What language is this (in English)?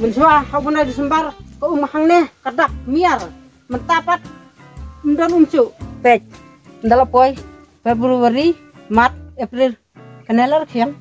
Khasi